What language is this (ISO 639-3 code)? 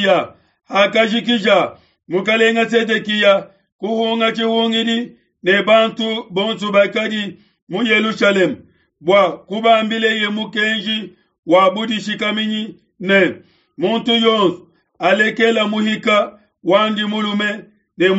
lua